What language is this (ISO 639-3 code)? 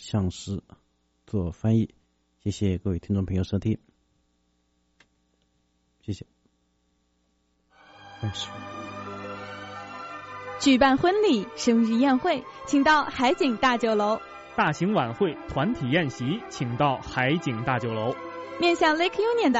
zho